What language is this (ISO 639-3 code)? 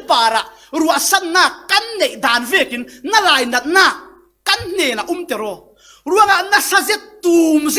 cfm